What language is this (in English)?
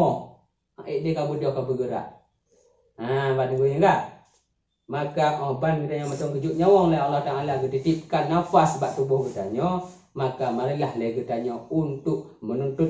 Achinese